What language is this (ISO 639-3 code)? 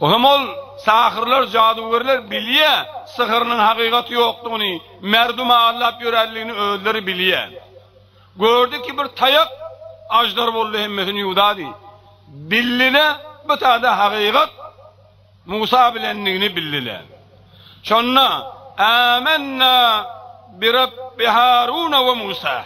tuk